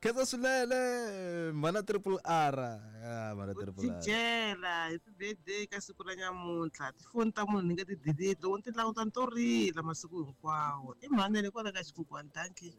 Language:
Tsonga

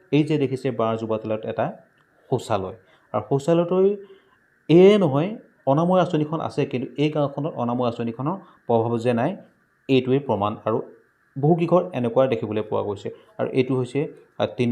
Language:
Assamese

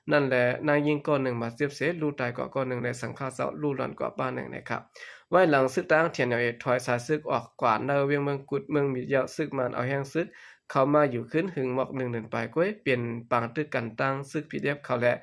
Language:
Shan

